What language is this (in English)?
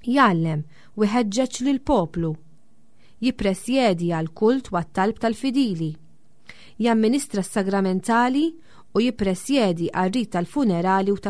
Maltese